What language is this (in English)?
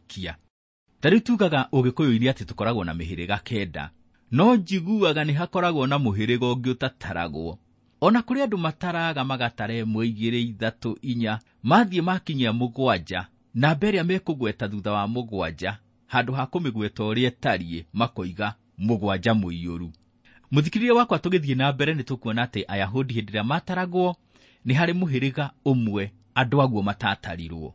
Kikuyu